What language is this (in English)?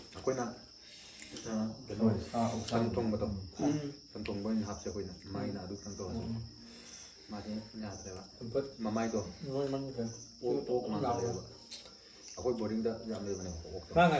Manipuri